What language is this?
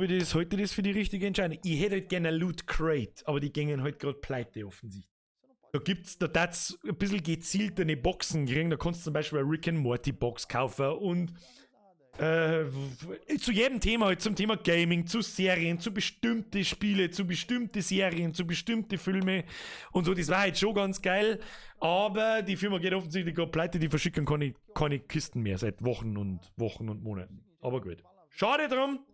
Bavarian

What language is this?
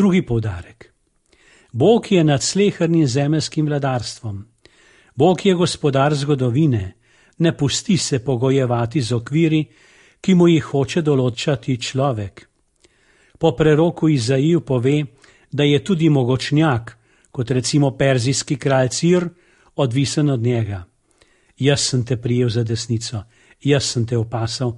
Slovenian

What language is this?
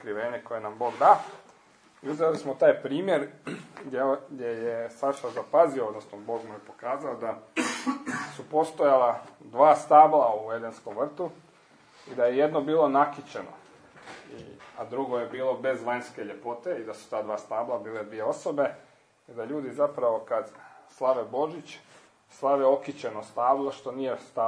Croatian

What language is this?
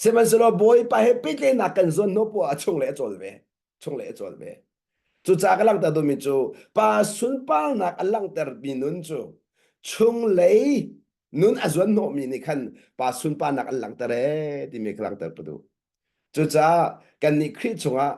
Hakha Chin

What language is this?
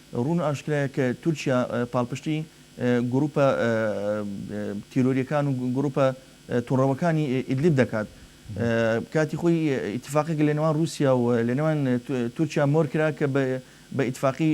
Central Kurdish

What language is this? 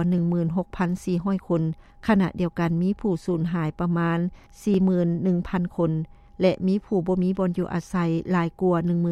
Lao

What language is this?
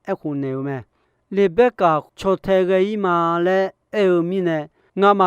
Akha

